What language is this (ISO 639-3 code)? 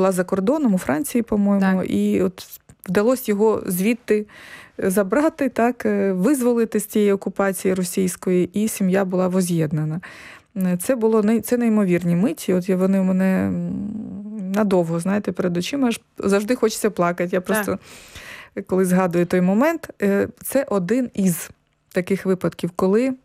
ukr